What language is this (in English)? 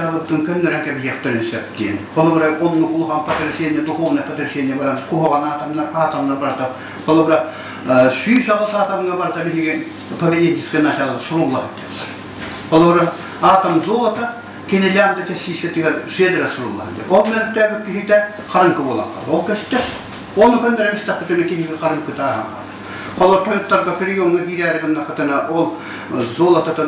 Yakut